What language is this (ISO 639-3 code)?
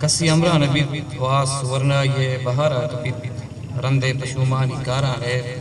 bgp